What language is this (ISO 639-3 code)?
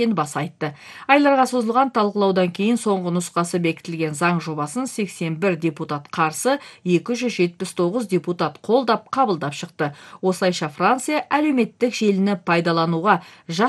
kaz